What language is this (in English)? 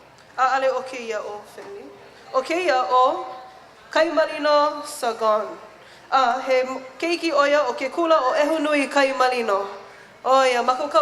Hawaiian